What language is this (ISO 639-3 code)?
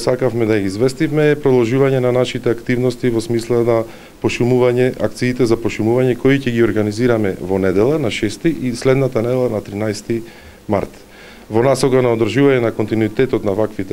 mkd